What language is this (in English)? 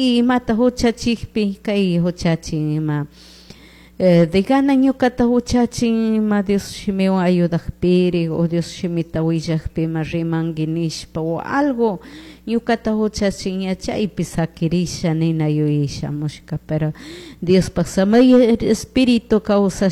Chimborazo Highland Quichua